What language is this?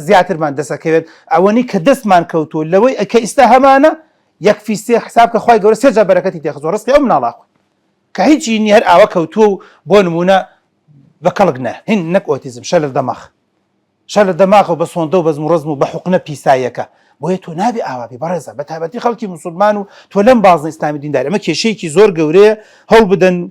Central Kurdish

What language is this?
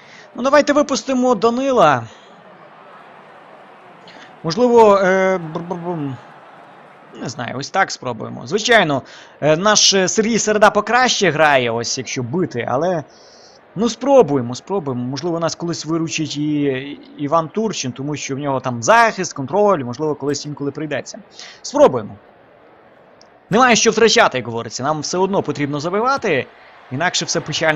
Ukrainian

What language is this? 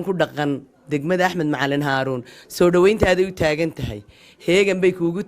Somali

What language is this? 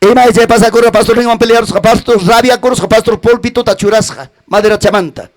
Ayacucho Quechua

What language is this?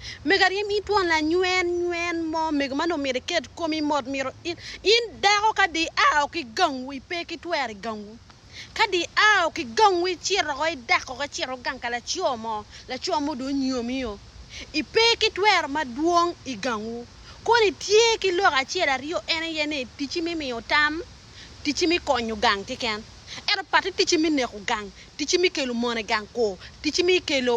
Acoli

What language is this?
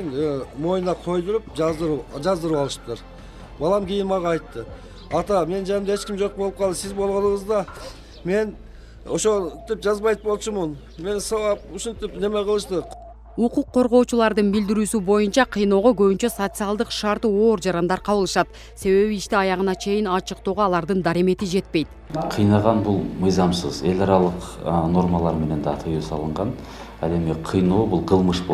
Kyrgyz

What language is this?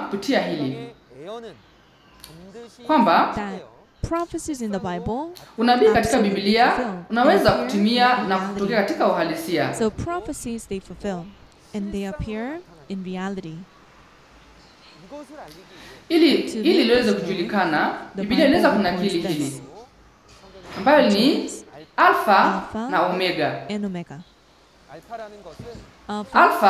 Swahili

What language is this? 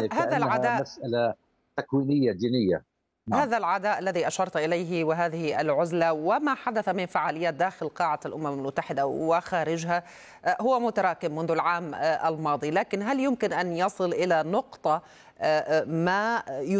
Arabic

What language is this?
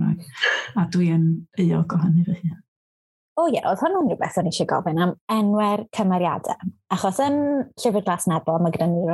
Welsh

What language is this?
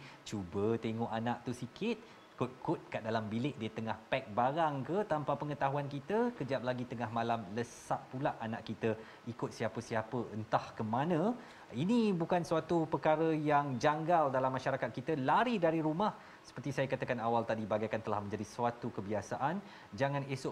Malay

